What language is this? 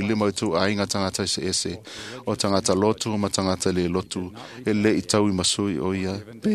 Samoan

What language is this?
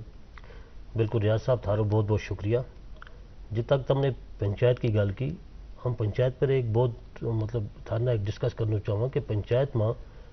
Gujari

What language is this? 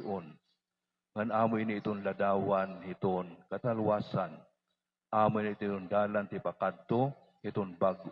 Waray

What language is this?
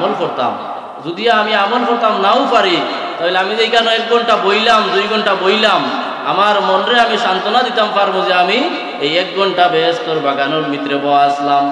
Sylheti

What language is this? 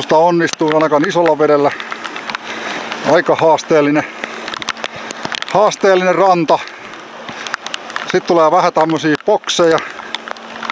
Finnish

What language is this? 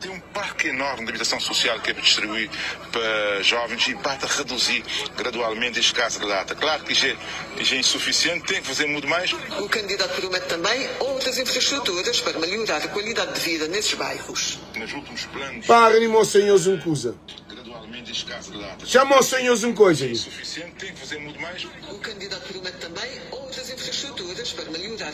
Kabuverdianu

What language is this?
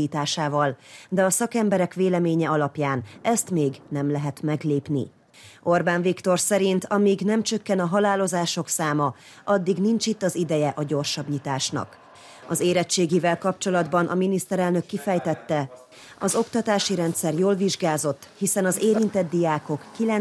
Hungarian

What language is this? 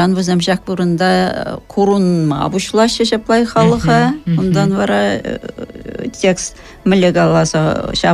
Chuvash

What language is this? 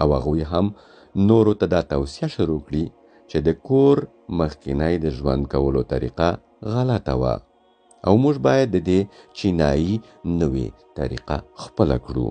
Pashto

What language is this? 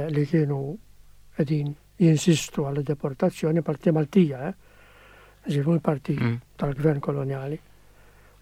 Maltese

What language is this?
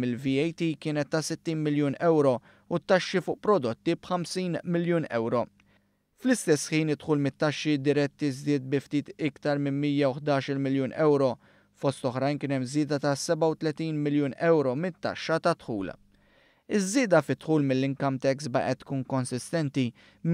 Maltese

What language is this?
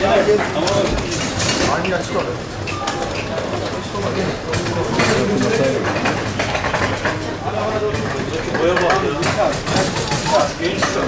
Turkish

